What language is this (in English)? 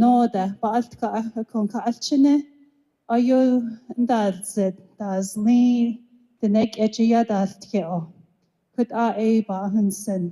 Navajo